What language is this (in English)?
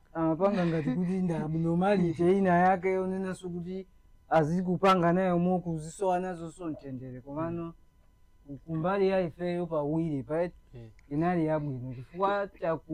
Nyanja